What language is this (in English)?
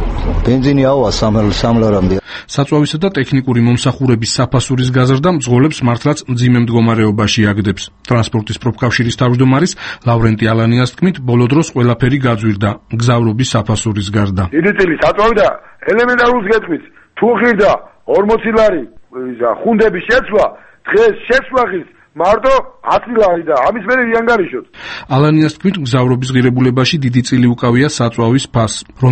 Georgian